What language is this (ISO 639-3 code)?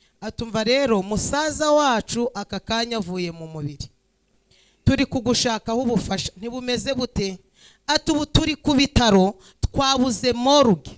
kin